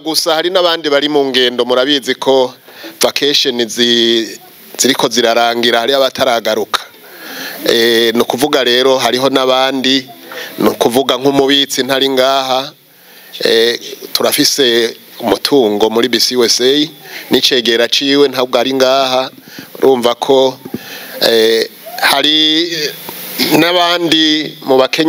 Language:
Rundi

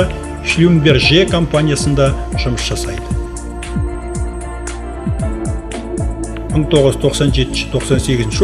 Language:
Kazakh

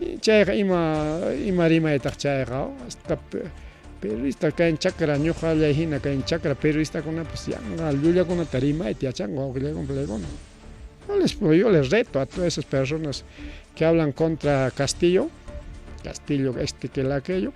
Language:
Ayacucho Quechua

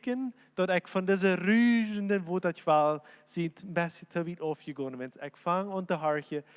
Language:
Plautdietsch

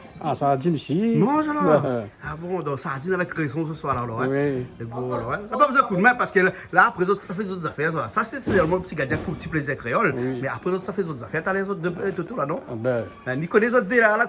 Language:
Réunion Creole French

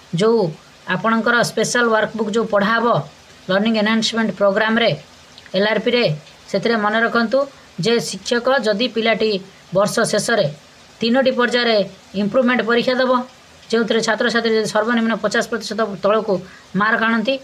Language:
Odia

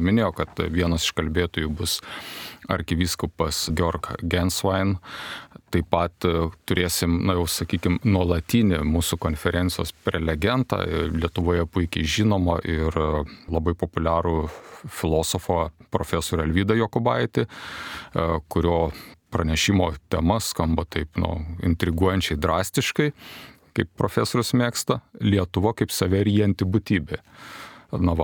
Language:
Lithuanian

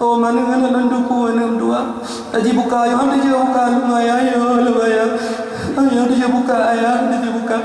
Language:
Achinese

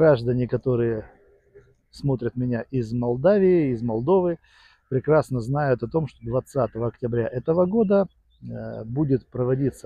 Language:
Russian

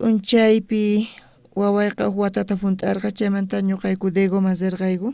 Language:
South Bolivian Quechua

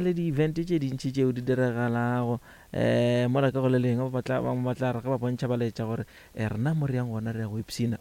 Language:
Northern Sotho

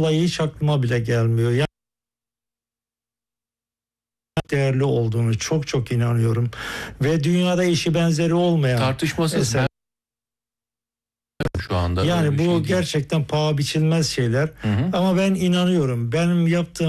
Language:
Turkish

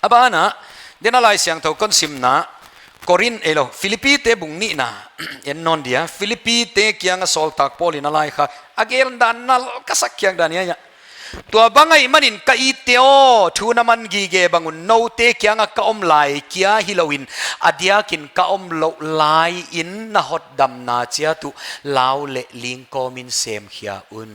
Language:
Paite Chin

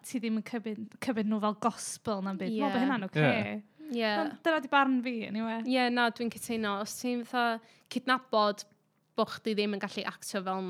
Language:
Welsh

